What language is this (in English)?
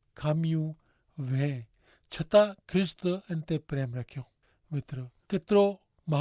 Kachhi